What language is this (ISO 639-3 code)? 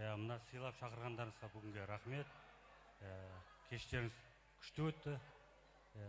kaa